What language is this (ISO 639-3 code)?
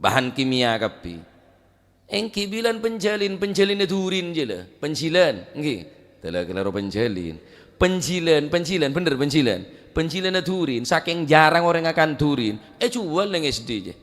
mad